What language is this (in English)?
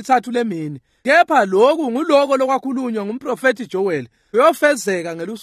Swati